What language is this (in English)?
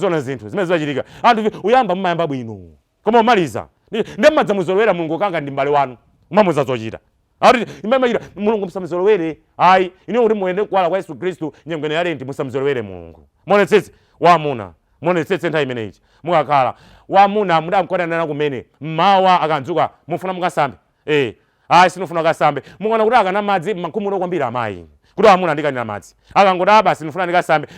Nyanja